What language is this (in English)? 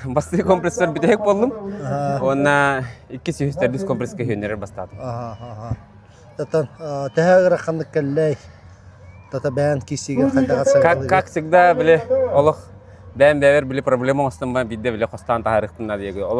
Yakut